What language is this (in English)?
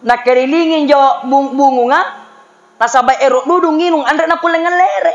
Makasar